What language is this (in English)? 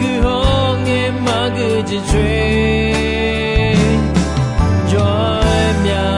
Akha